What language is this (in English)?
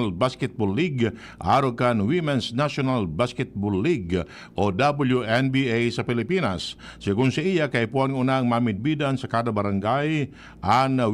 Bikol